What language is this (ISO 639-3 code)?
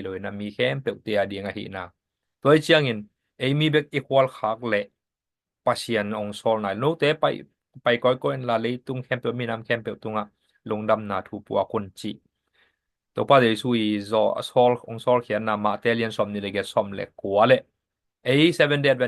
ctd